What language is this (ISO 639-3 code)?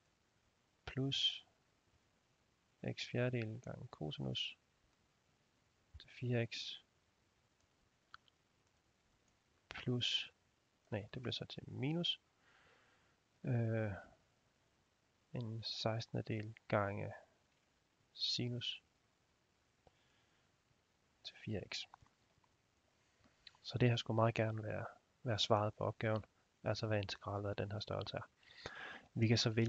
dan